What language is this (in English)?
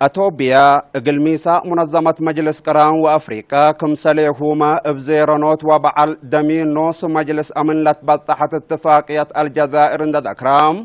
Tigre